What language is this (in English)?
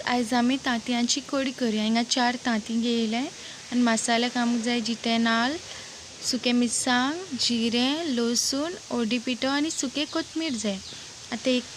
Konkani